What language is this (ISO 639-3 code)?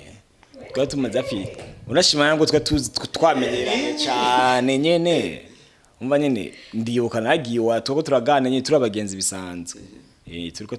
run